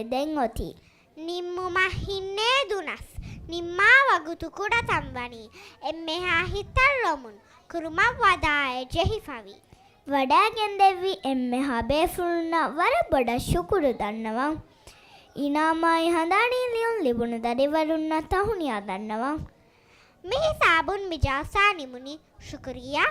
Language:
Divehi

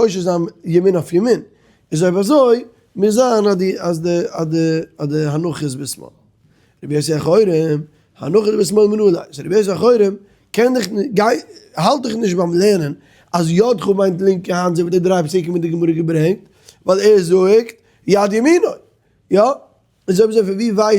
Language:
Yiddish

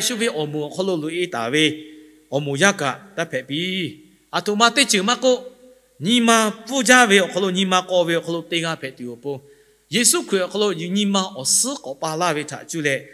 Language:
Lahu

